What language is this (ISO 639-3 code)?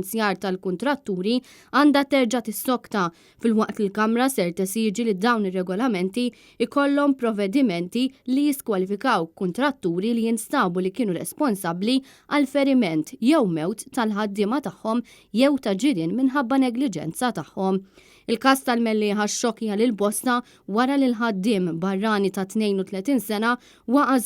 mlt